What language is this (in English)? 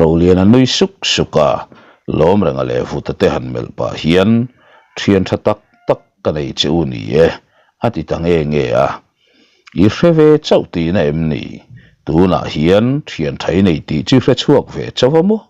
Mizo